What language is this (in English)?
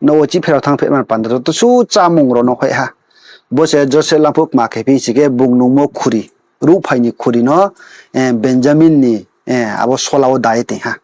Riang (India)